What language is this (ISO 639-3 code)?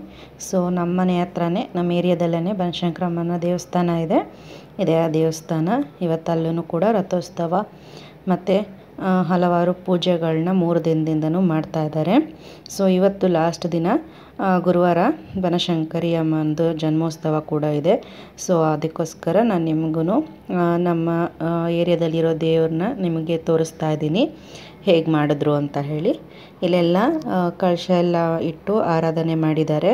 kan